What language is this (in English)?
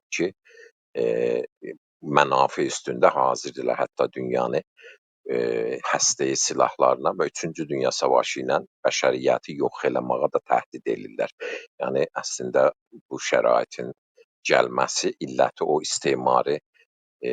South Azerbaijani